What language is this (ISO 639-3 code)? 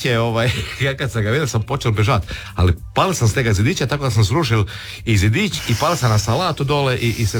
hrv